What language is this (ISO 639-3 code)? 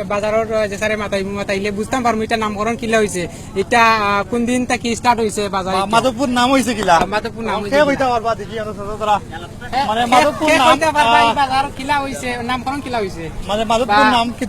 syl